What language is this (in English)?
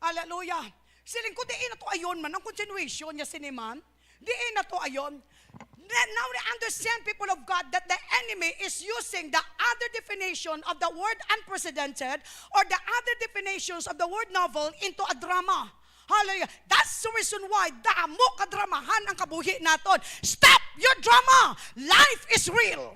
Hiligaynon